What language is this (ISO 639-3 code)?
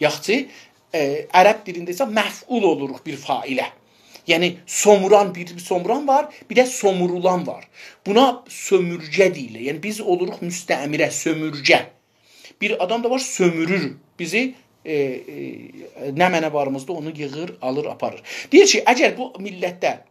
azb